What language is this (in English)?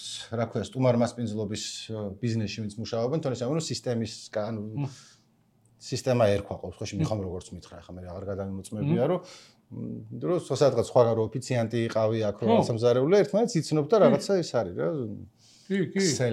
Georgian